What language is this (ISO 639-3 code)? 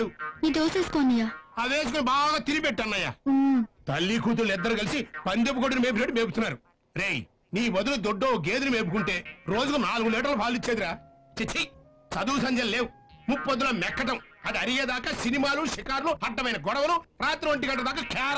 tel